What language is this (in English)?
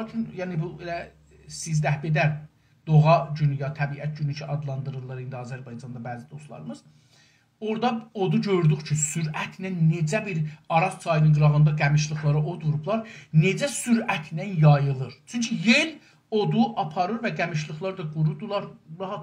South Azerbaijani